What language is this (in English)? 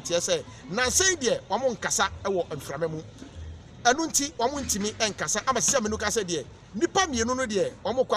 Akan